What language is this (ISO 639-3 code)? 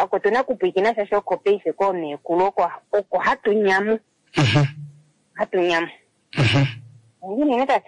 kua